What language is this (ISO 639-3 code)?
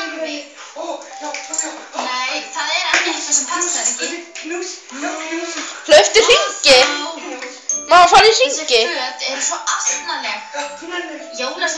isl